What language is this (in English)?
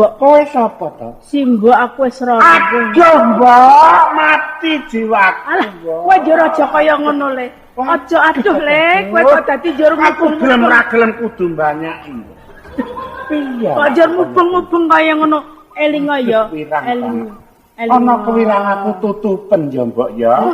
Javanese